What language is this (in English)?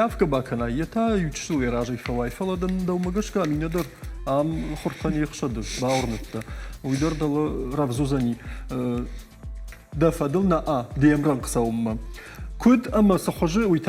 Ossetic